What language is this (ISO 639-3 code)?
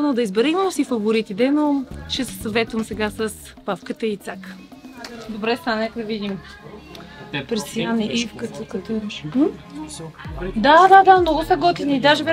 bul